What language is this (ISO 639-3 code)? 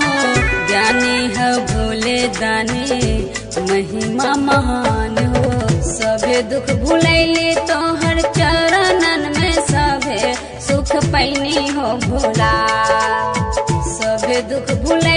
bho